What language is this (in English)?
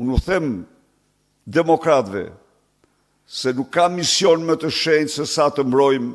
Albanian